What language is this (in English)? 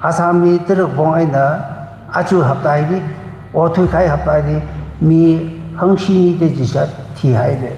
Tangkhul Naga (India)